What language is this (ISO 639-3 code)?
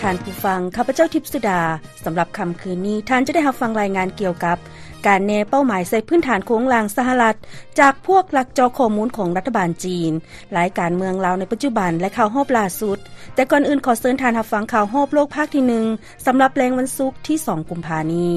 lao